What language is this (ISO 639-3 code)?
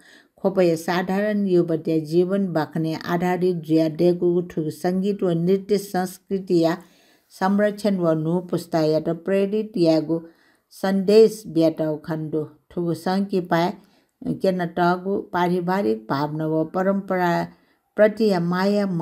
new